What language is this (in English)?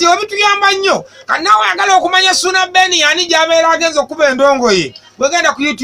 Ganda